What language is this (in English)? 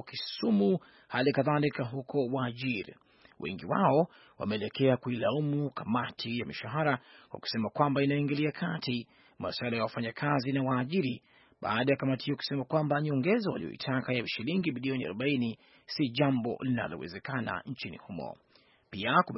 Swahili